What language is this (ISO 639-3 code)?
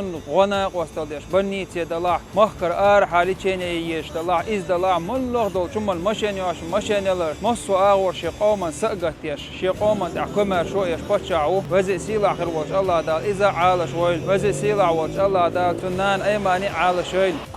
che